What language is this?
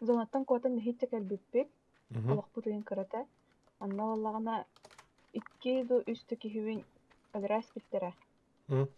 Yakut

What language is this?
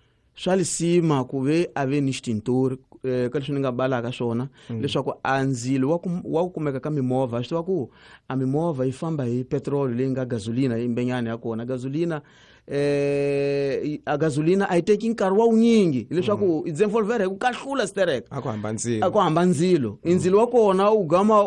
Tsonga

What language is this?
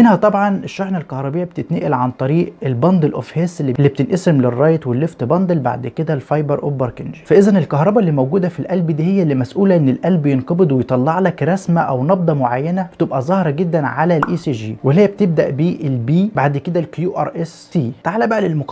Egyptian Arabic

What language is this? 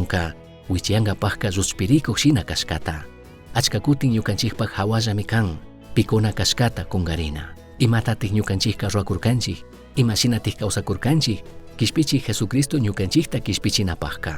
Chimborazo Highland Quichua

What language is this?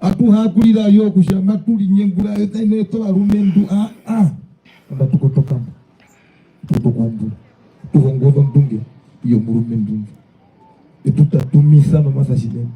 Herero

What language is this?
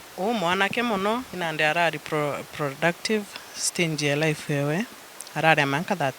Meru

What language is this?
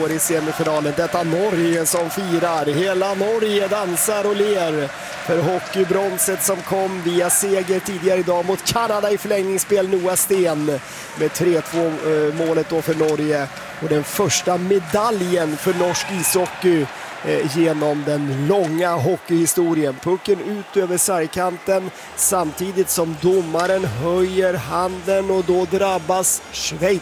Swedish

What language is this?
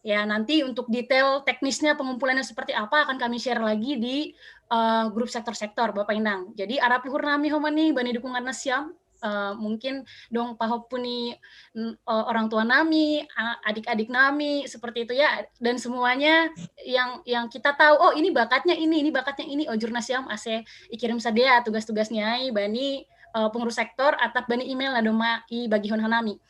Batak Simalungun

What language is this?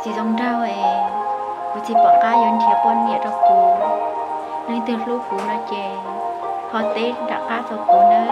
Hmong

